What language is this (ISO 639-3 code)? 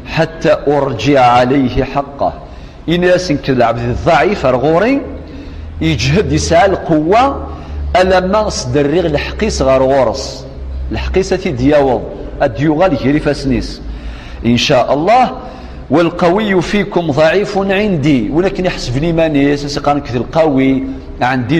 kab